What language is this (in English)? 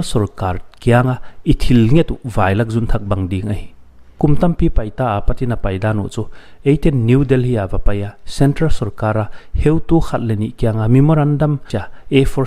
Paite Chin